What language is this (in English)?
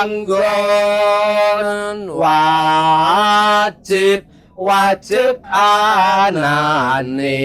Javanese